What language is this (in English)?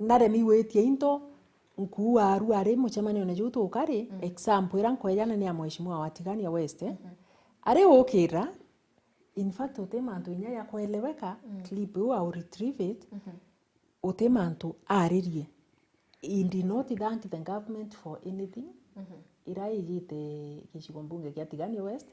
Meru